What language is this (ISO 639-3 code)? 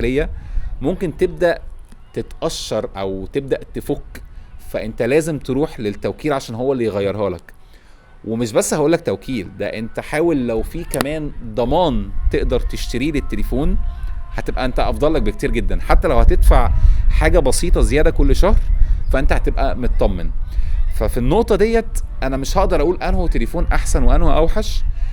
arz